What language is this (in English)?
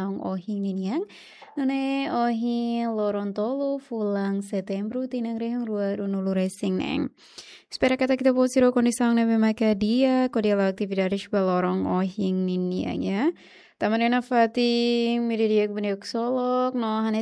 Tetum